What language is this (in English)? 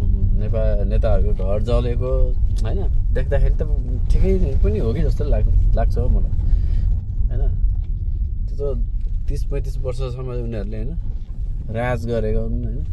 Nepali